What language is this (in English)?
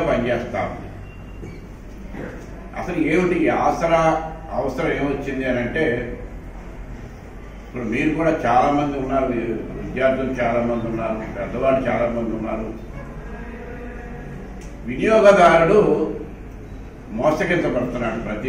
Telugu